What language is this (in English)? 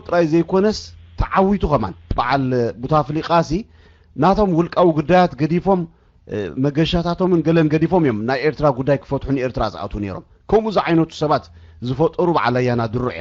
Tigrinya